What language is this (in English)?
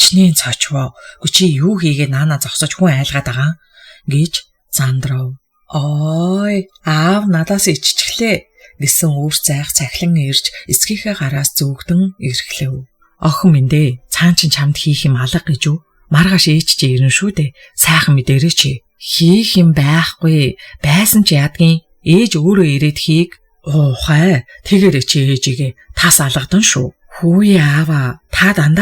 Mongolian